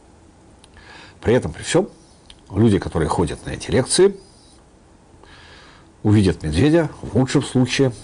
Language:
Russian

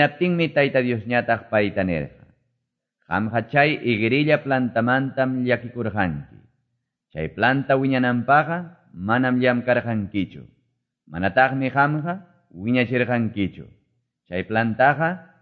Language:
Quechua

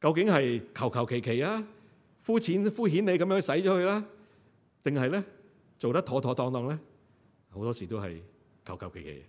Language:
Cantonese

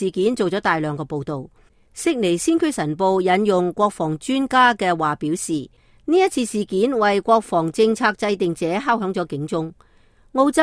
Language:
Cantonese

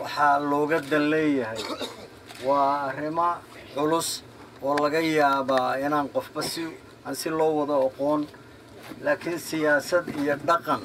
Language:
Somali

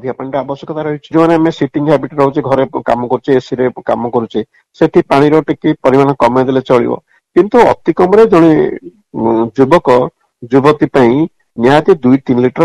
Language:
Odia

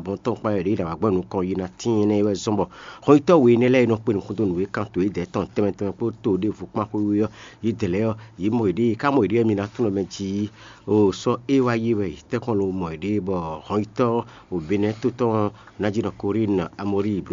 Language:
Fon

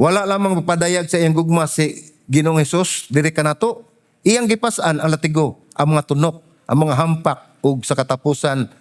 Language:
Cebuano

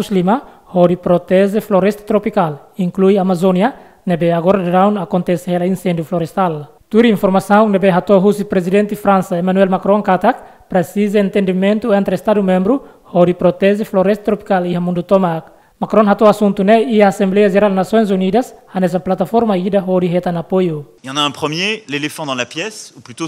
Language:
Tetum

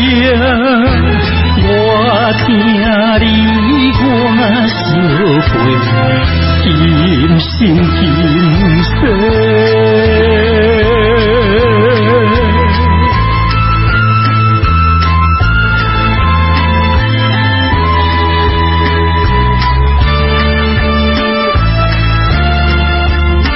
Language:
Chinese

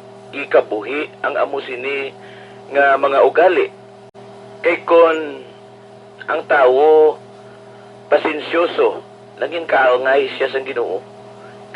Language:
Hiligaynon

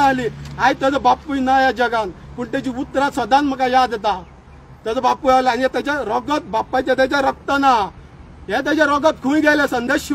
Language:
Konkani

